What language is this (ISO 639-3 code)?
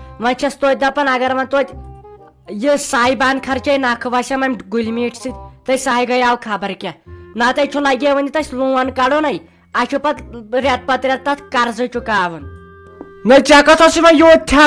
kas